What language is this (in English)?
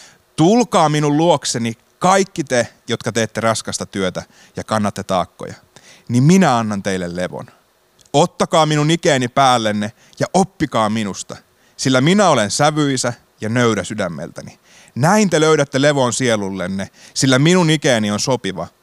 Finnish